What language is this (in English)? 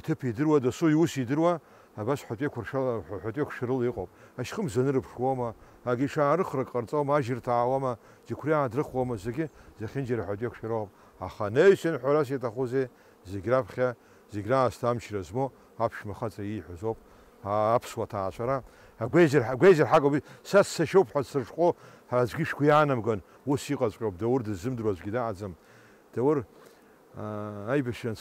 Abkhazian